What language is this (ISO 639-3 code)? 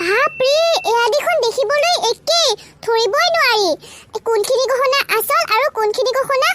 asm